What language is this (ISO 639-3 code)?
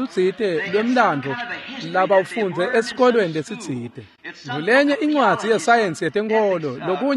ssw